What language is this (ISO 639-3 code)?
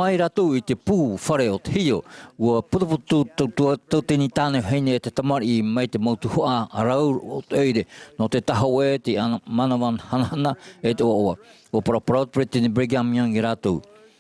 tah